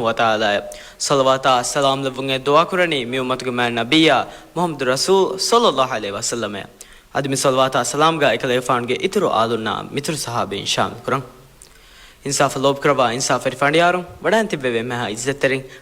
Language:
Divehi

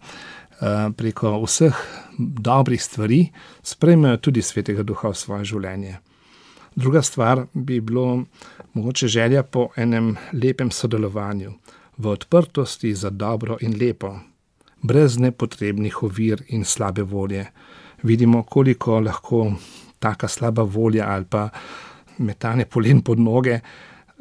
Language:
Slovenian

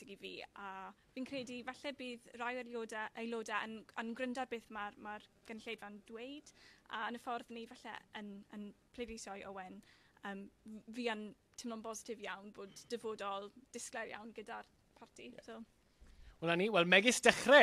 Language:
Welsh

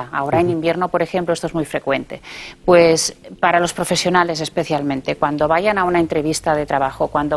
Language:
Spanish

